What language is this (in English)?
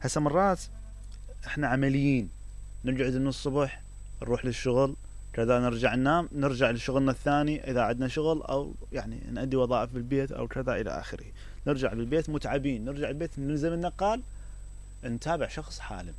Mesopotamian Arabic